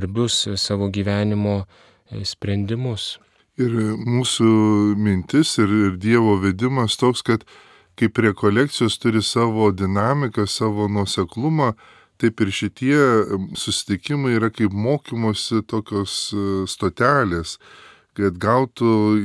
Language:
Lithuanian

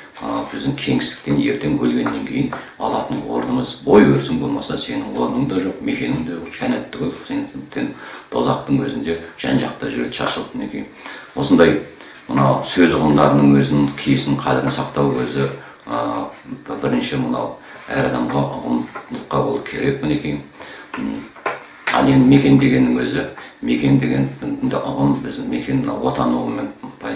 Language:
Kazakh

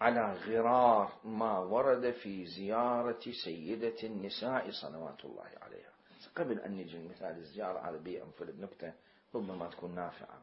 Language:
Mesopotamian Arabic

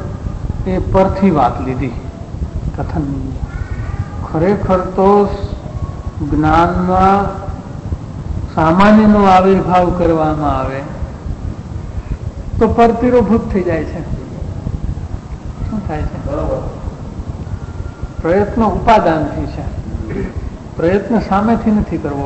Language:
Gujarati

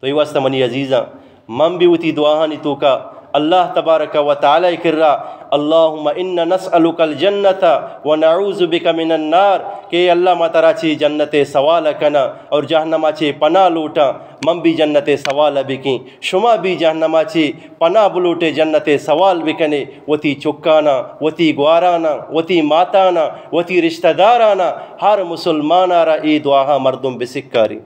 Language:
Eastern Balochi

